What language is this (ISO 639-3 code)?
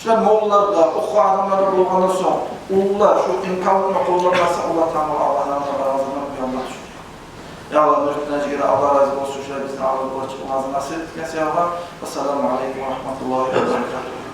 kum